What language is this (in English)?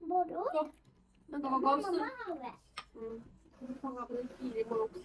Manipuri